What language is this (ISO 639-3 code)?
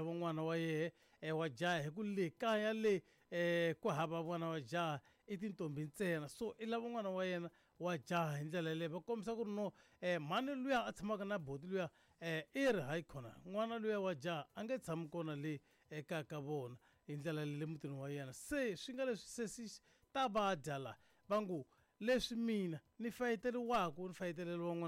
tso